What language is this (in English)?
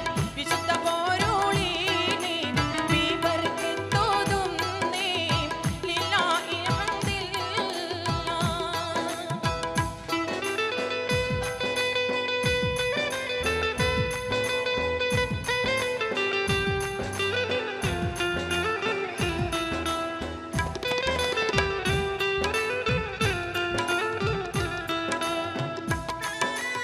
Malayalam